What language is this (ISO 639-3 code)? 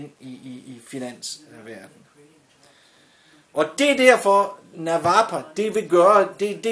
dan